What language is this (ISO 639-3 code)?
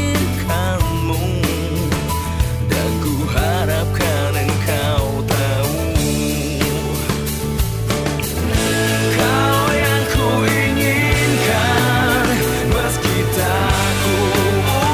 ind